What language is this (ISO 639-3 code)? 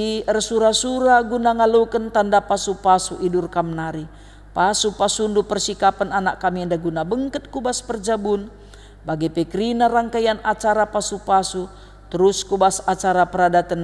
btx